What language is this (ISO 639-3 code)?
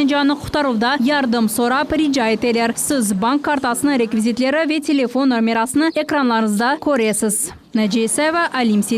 crh